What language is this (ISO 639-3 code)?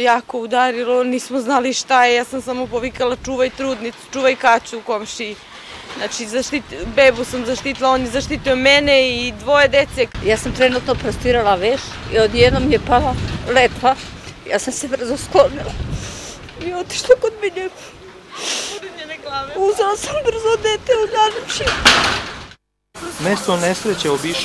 srp